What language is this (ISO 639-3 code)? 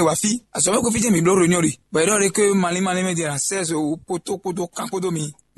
fon